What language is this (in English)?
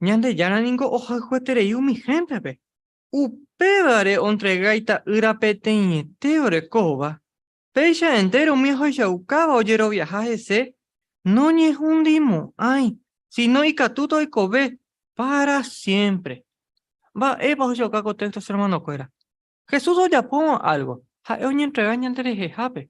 Guarani